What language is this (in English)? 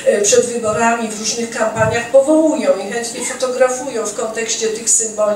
Polish